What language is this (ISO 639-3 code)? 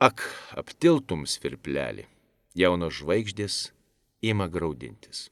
lit